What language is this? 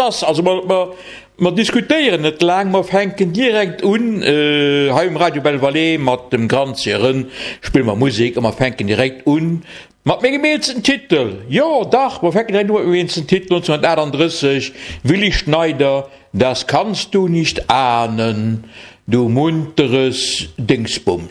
Luxembourgish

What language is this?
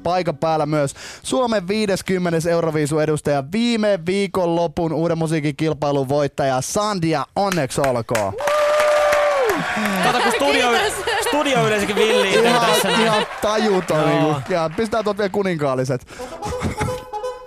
Finnish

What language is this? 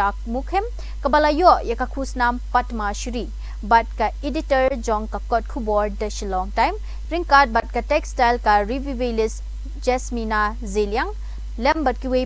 Khasi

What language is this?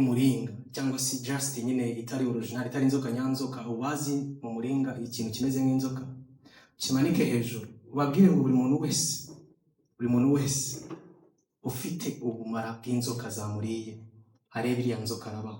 Kinyarwanda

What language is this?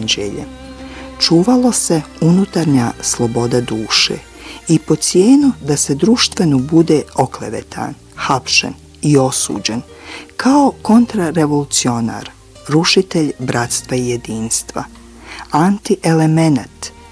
Bosnian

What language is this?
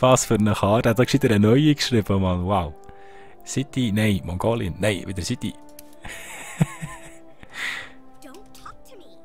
Swiss German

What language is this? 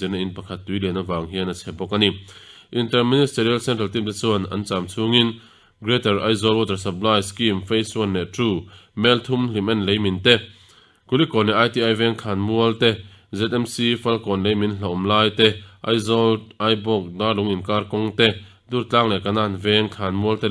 Mizo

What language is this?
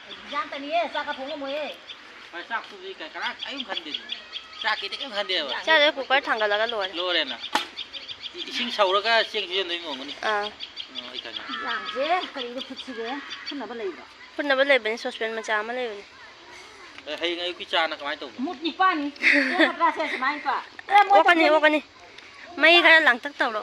Manipuri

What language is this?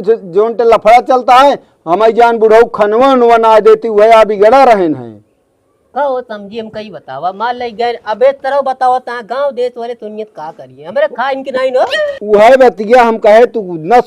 Awadhi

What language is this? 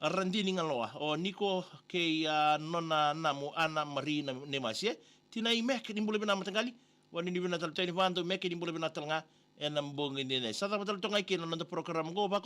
Fijian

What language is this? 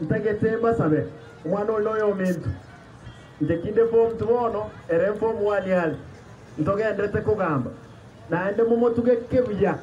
Gusii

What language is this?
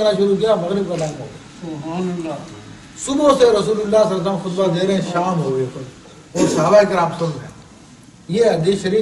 Urdu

